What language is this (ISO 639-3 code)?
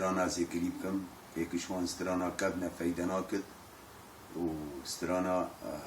kur